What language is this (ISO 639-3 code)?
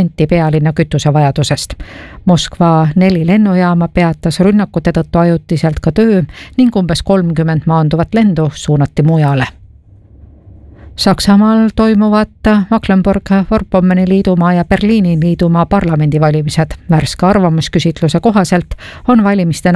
est